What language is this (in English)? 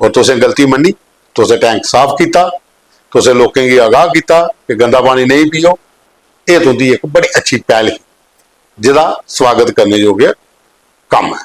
Dogri